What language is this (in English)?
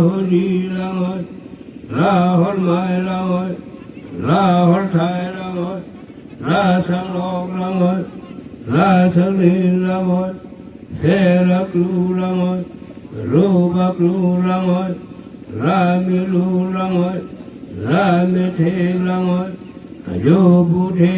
Karbi